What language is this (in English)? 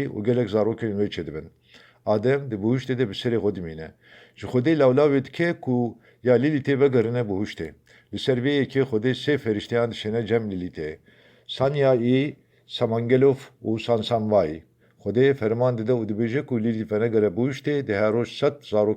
Kurdish